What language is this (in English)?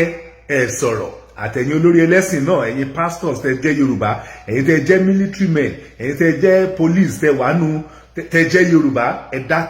Yoruba